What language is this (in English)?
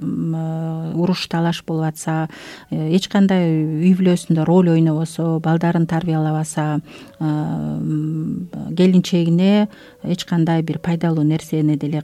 Kyrgyz